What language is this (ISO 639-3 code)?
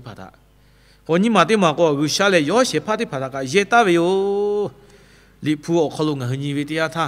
lhu